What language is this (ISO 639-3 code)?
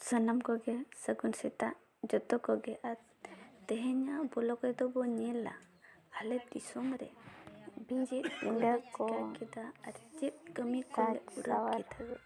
sat